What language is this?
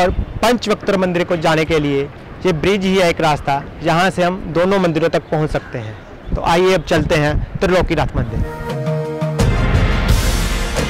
Hindi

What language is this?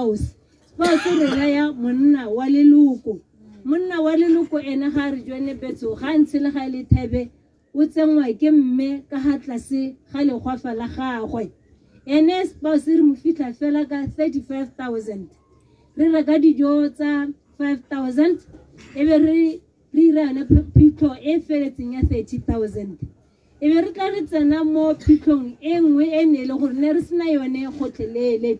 Tswana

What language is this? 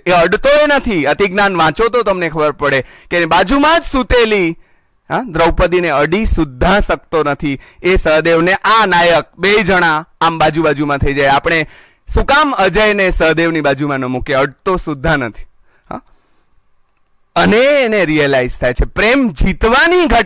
Gujarati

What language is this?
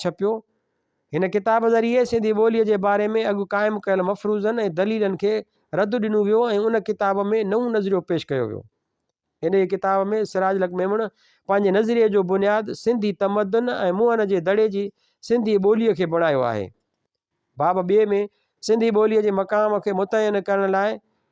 Sindhi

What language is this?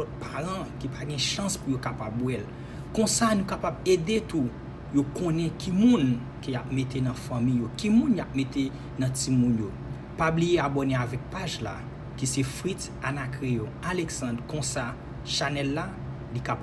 Haitian Creole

